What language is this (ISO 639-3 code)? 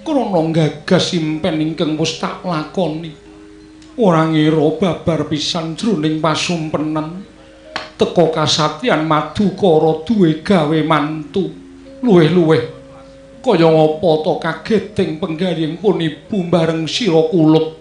jav